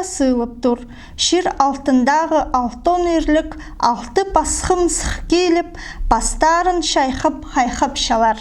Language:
Khakas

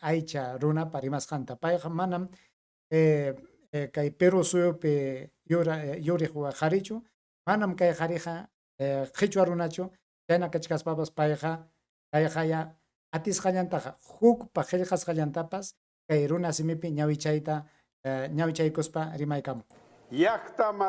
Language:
Ayacucho Quechua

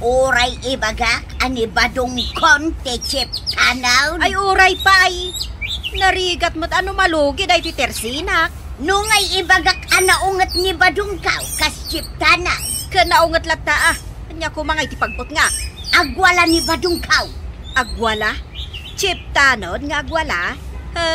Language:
Iloko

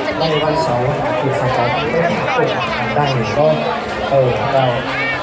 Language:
Lao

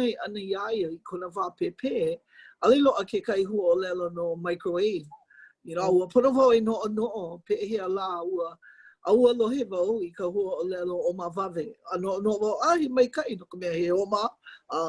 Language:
Hawaiian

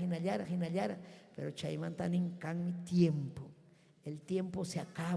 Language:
Ayacucho Quechua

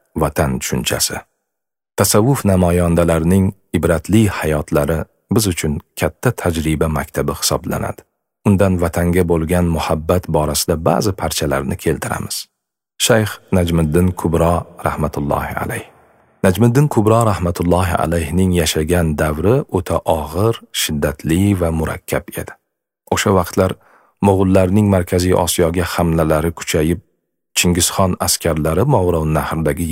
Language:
Uzbek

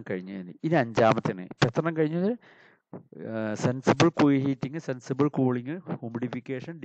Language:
Malayalam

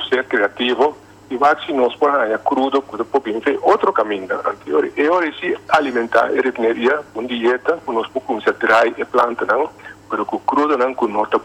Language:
Papiamento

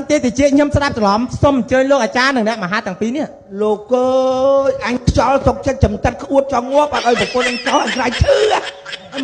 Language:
Khmer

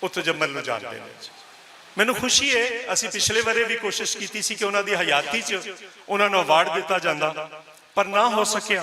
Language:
Western Panjabi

